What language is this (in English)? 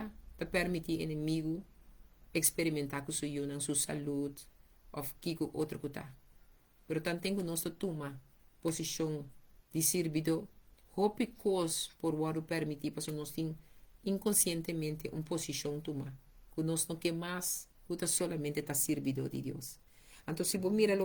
Papiamento